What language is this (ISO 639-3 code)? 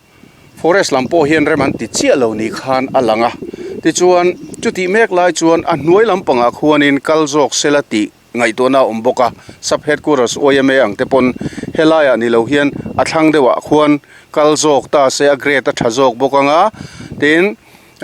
lus